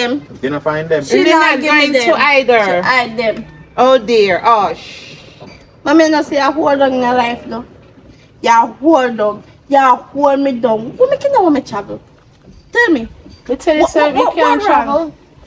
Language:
Jamaican Creole English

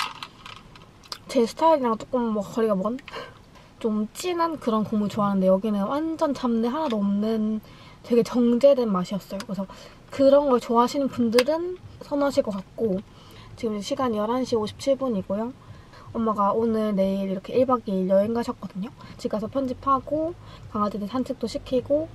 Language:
Korean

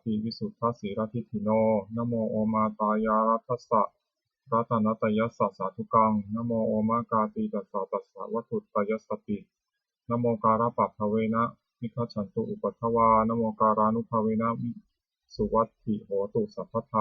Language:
Pali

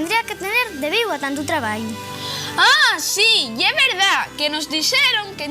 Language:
Asturian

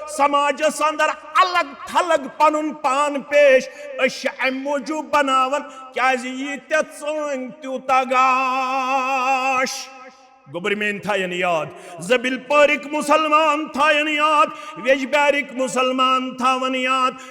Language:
Kashmiri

